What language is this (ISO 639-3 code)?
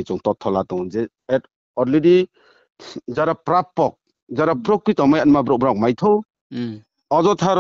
ria